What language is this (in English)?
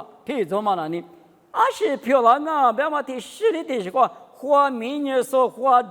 Lisu